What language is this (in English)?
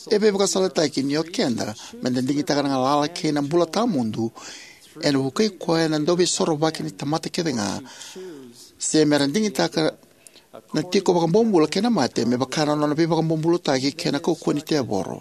Fijian